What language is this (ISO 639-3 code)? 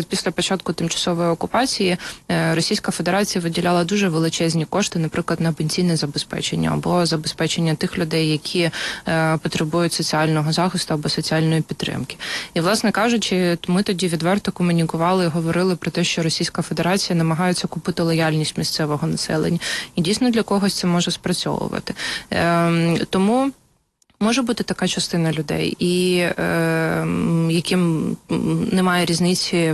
ukr